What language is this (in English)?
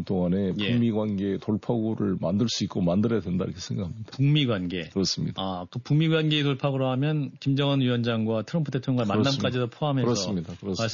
Korean